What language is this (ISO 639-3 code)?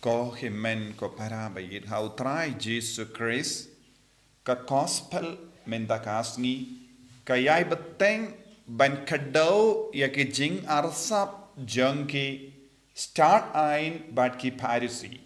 kha